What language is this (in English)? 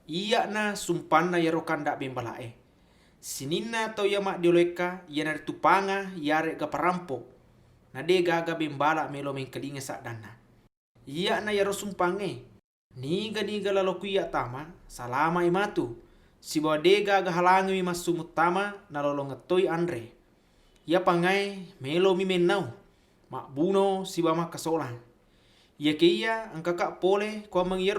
Buginese